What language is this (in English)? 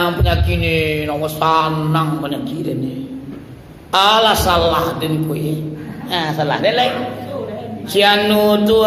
Minangkabau